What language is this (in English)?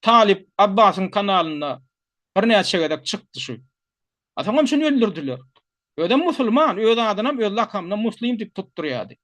Turkmen